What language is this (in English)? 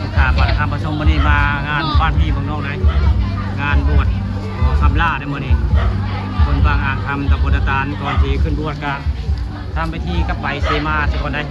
Northeastern Thai